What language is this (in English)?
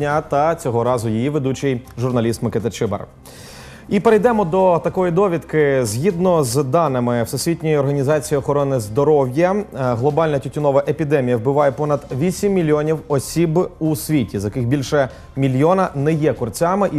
Ukrainian